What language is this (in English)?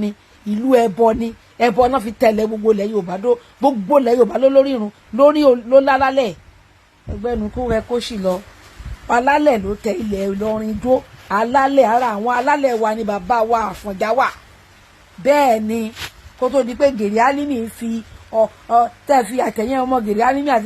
Yoruba